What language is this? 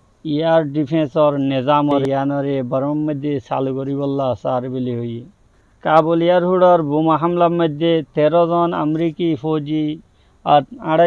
Rohingya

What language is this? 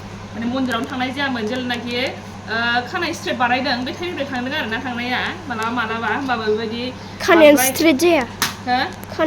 Bodo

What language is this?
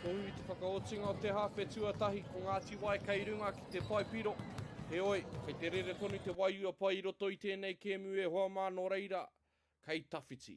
Māori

